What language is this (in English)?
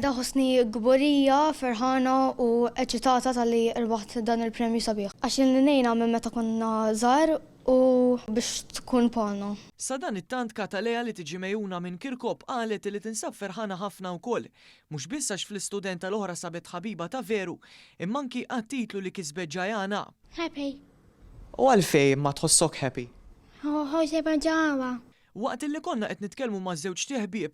Maltese